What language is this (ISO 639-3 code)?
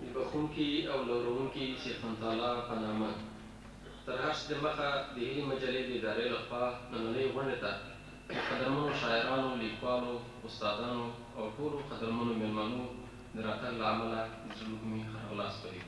pus